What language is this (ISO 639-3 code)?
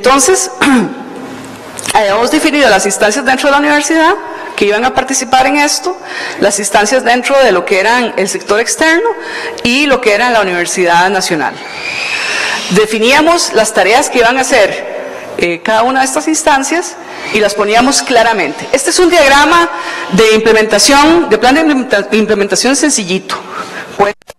spa